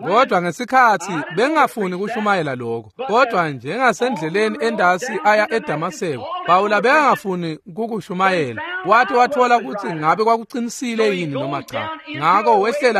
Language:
Swati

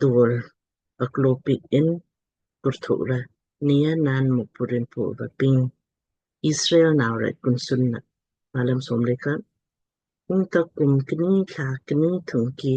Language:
Lamkang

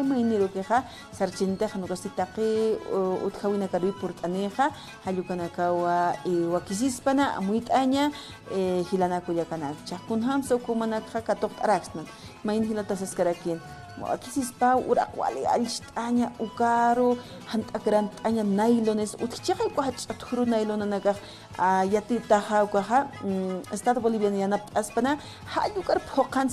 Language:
Aymara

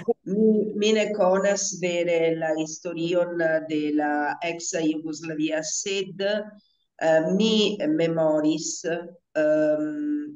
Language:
Esperanto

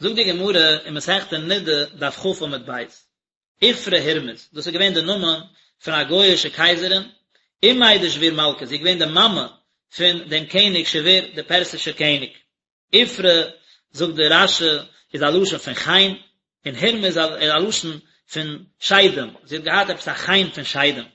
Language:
Yiddish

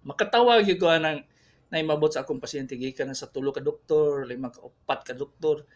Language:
Cebuano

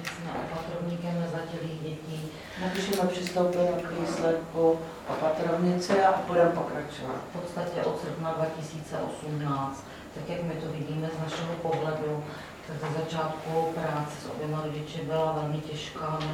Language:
Czech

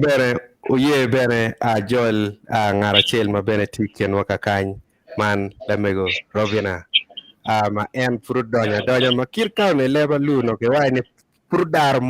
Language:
Acoli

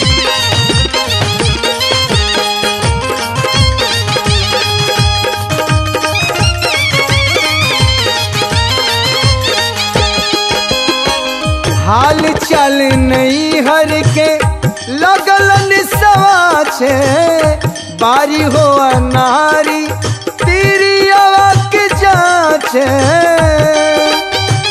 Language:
Bhojpuri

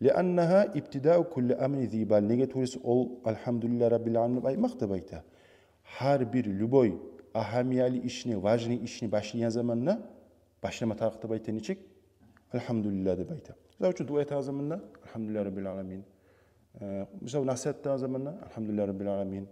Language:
Kumyk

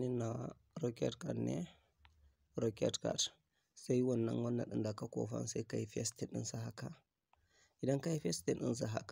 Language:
Hausa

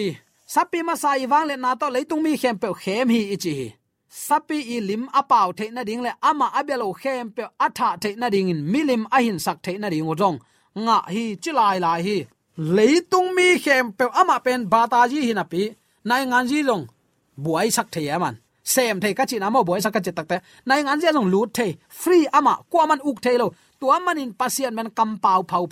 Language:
Tedim Chin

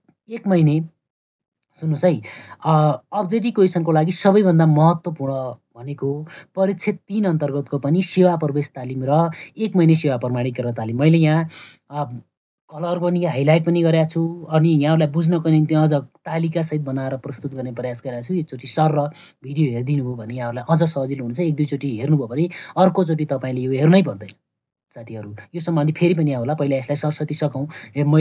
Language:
Nepali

